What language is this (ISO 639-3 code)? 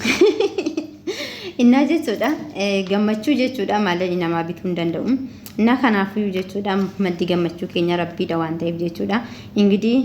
orm